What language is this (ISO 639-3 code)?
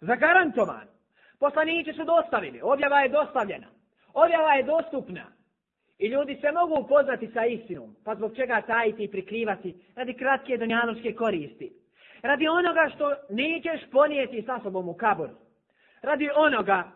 bos